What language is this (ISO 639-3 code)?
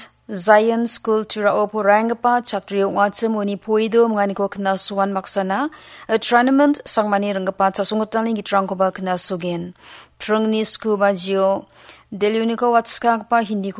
grt